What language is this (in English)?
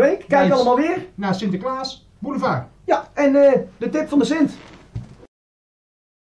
Dutch